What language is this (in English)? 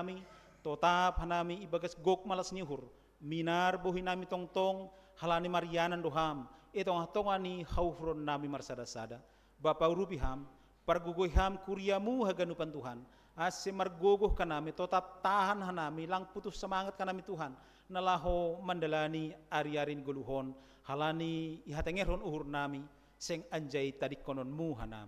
Batak Simalungun